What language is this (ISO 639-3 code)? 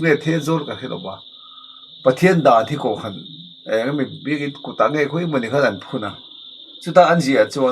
lus